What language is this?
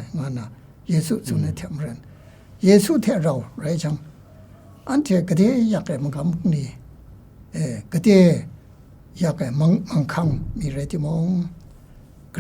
Kachin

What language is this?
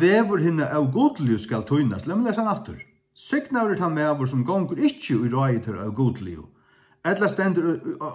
Faroese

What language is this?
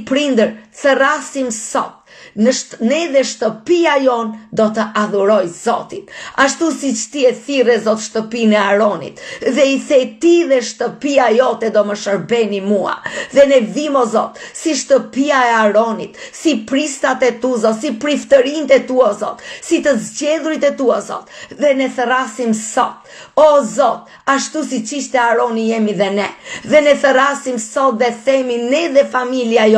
Albanian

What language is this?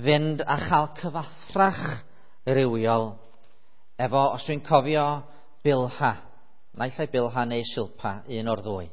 Welsh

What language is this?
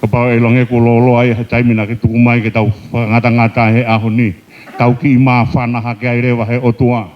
Tongan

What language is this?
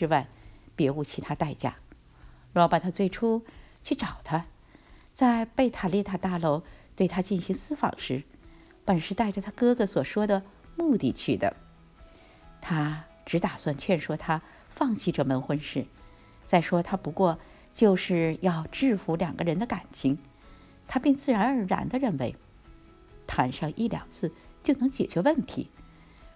Chinese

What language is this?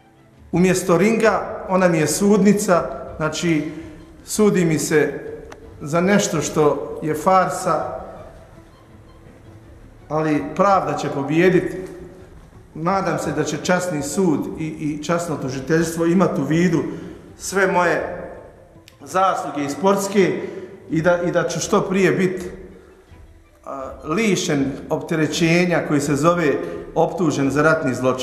Bosnian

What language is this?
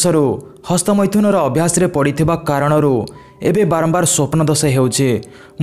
Odia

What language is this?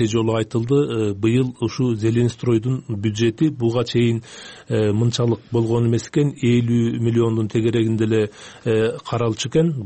Kyrgyz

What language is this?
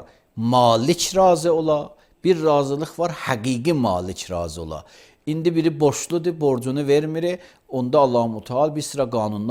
Azerbaijani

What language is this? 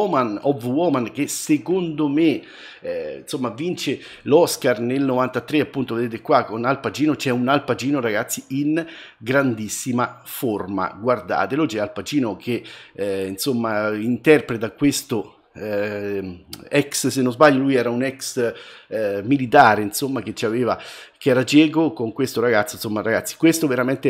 Italian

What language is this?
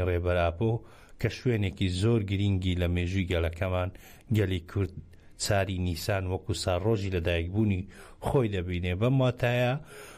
Central Kurdish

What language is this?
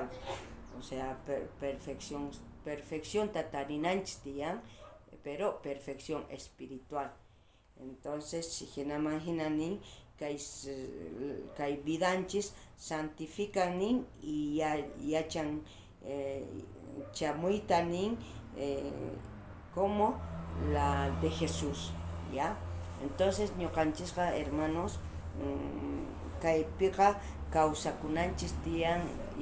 South Bolivian Quechua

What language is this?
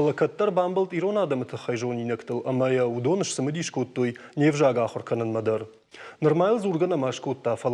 Ossetic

